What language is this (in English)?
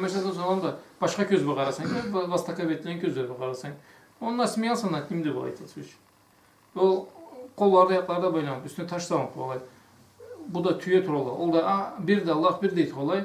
Karachay-Balkar